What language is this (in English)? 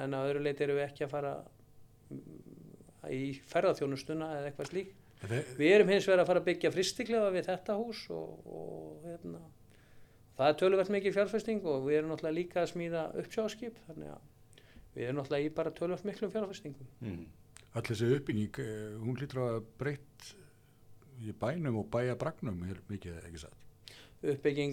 Icelandic